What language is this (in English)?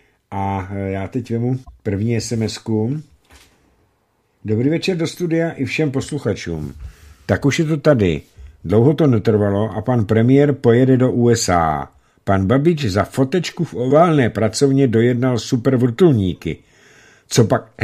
Czech